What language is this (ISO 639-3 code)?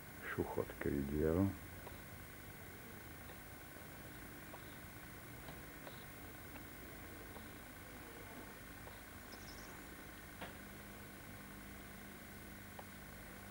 slk